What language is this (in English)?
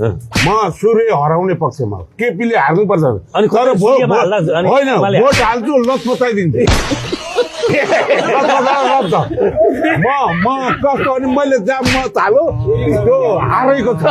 Nepali